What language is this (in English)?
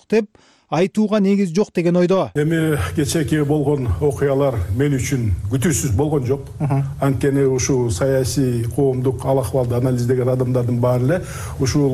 Kyrgyz